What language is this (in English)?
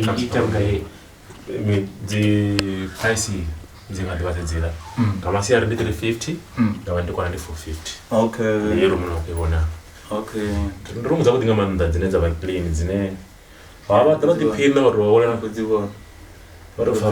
Venda